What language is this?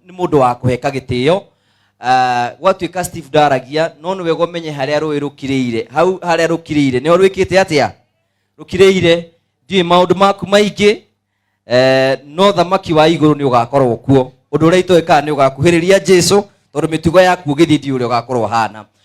Kikuyu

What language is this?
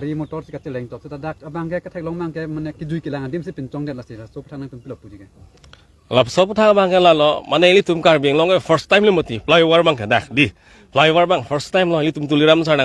Karbi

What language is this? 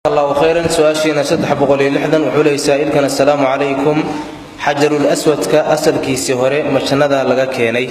Somali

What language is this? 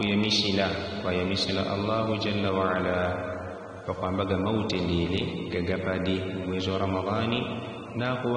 Yao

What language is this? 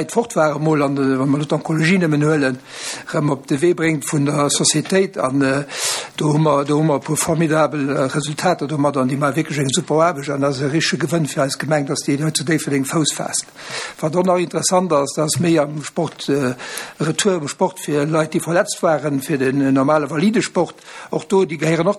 Luxembourgish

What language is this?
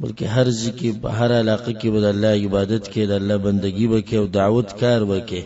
Pashto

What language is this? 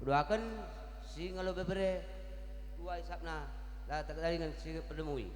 Batak Karo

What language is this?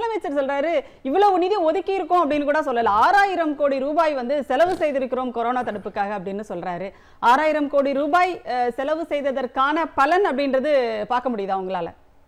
Tamil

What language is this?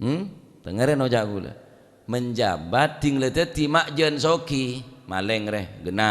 Madurese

